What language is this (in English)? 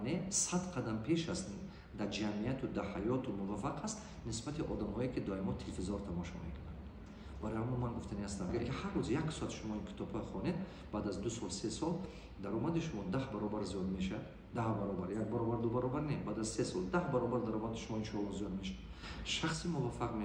Tajik